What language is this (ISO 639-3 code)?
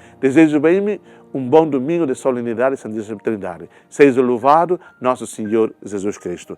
tet